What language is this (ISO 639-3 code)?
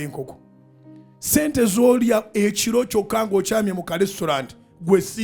lug